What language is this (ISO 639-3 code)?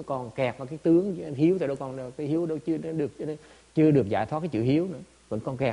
vie